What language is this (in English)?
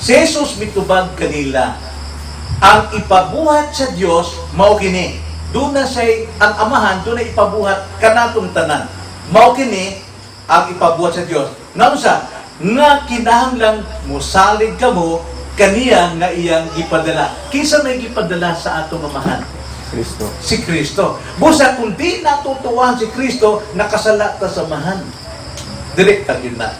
Cebuano